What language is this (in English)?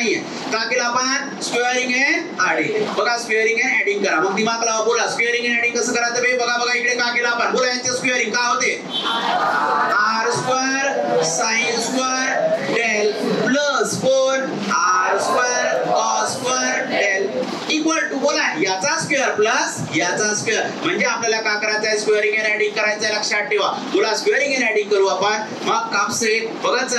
Marathi